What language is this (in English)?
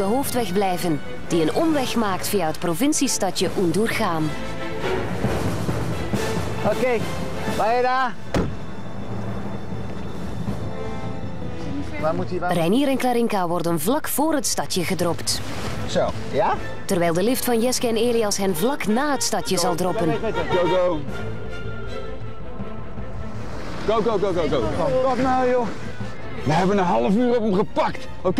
Dutch